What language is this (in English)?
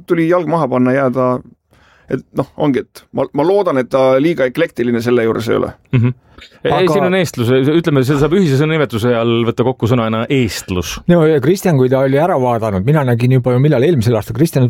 Estonian